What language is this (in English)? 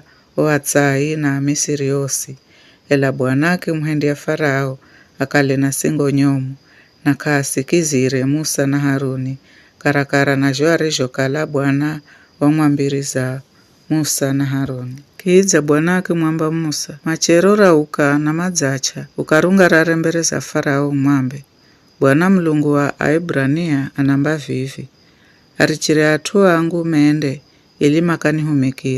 Giryama